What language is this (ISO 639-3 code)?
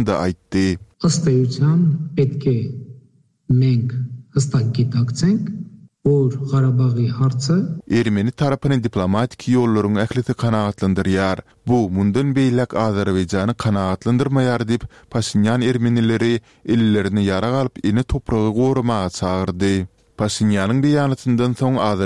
tuk